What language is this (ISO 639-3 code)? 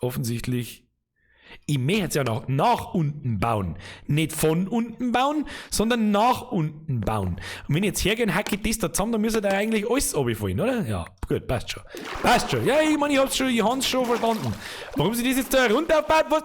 bar